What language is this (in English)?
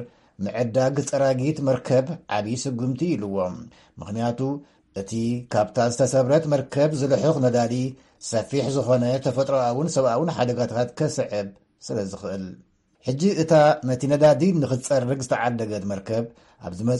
Tigrinya